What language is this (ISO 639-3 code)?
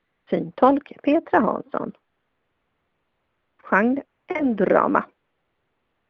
swe